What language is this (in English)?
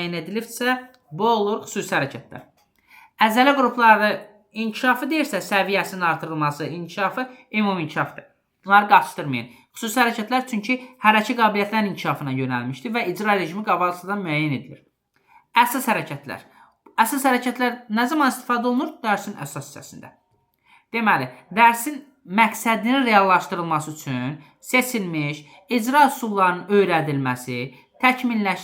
Azerbaijani